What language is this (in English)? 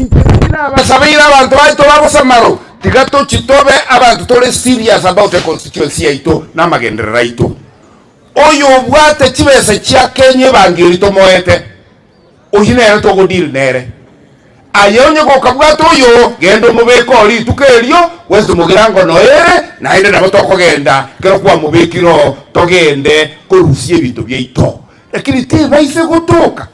Gusii